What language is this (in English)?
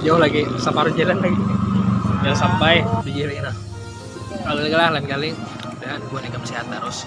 Banjar